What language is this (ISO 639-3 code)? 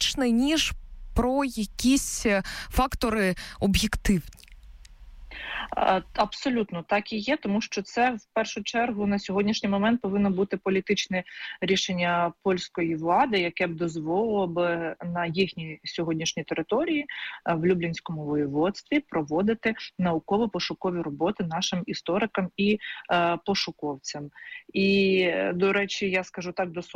ukr